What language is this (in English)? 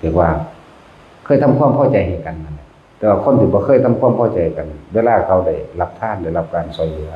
Northeastern Thai